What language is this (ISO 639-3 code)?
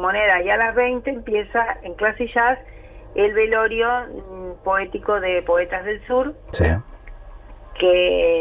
spa